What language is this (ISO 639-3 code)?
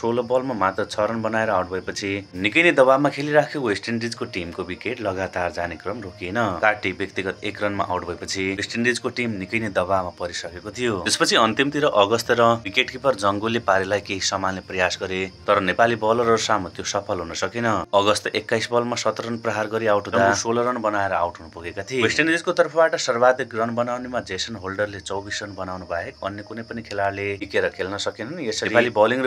nep